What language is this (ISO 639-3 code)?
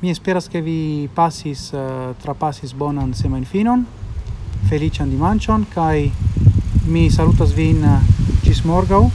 epo